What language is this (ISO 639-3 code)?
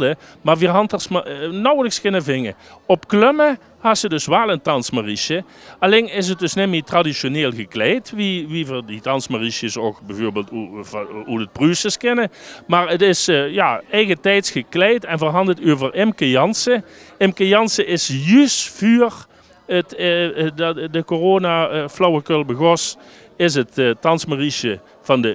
lim